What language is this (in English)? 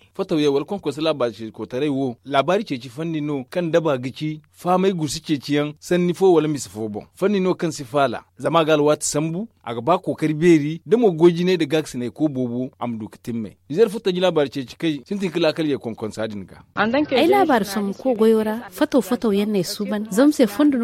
Zarma